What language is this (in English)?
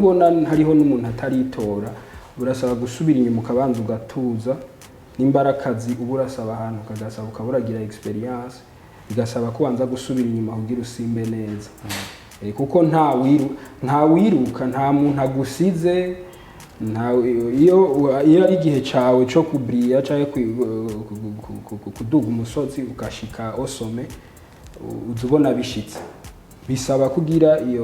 Rundi